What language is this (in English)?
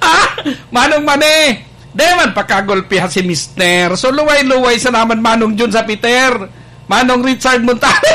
Bikol